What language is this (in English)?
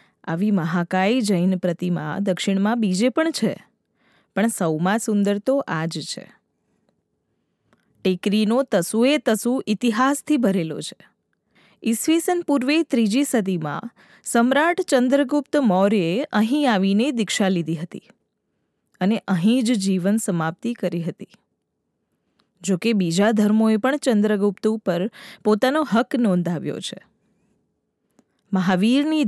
Gujarati